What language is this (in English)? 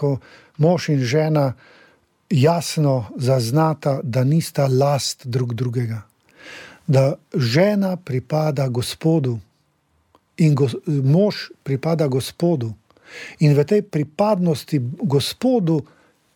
Slovenian